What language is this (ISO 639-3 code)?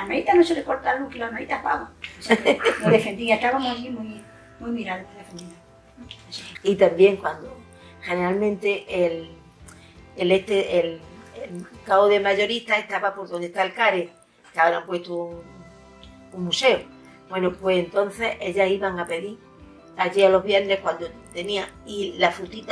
spa